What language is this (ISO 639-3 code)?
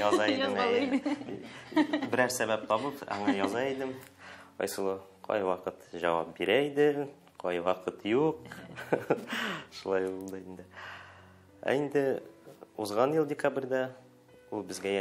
tat